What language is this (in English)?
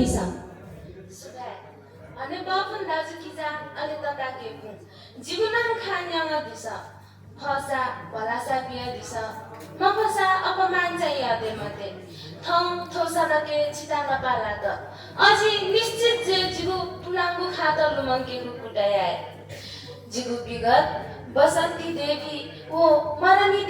Newari